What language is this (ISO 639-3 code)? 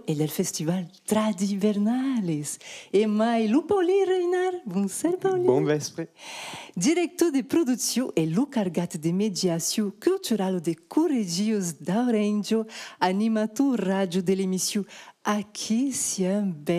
oci